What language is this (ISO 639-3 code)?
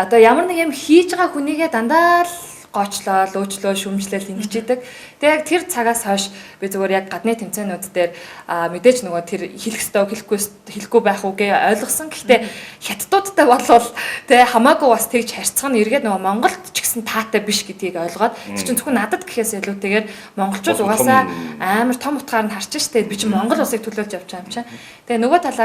mon